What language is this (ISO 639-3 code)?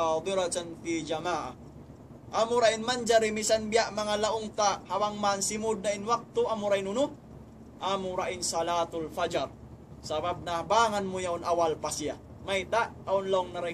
tsg